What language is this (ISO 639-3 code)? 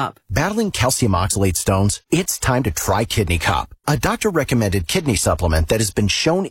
eng